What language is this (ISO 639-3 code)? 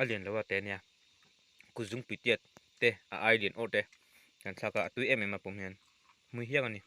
lus